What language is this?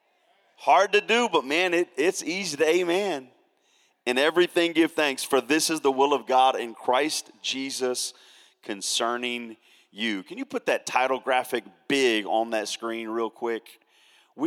English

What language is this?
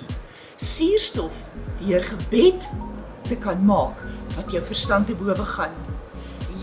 Afrikaans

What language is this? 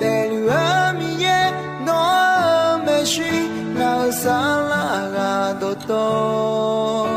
Akha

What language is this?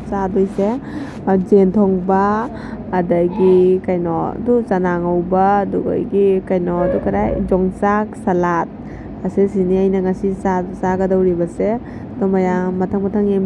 Manipuri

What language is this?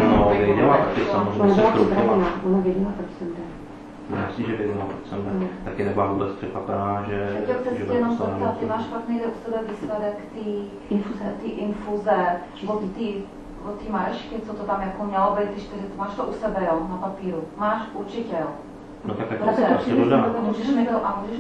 Czech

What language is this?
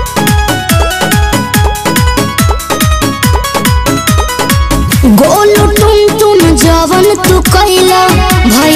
Bhojpuri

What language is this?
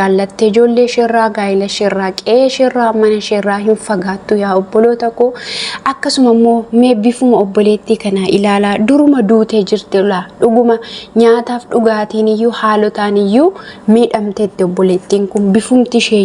Oromo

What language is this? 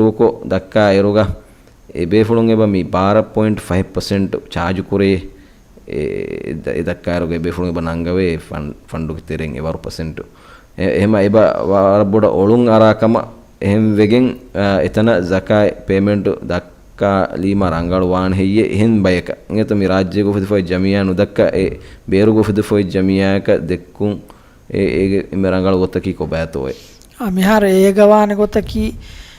Divehi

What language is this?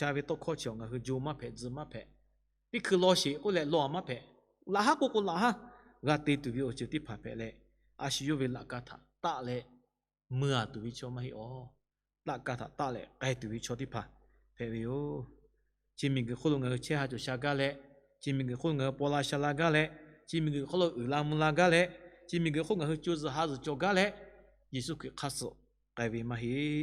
Lahu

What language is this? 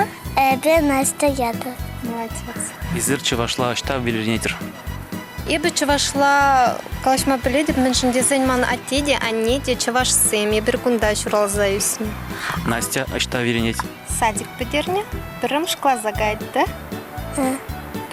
Chuvash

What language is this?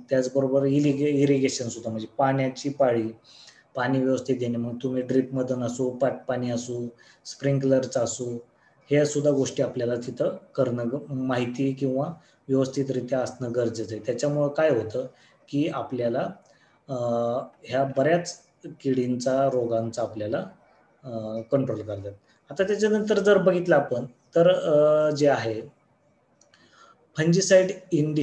Marathi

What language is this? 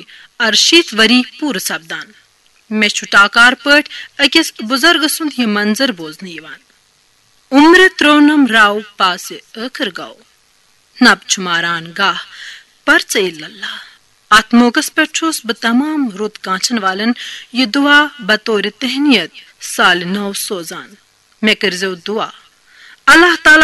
Kashmiri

